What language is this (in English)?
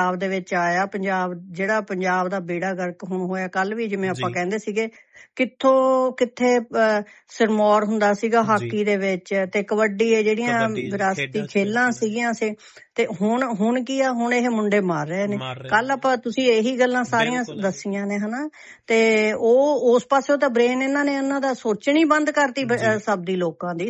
Punjabi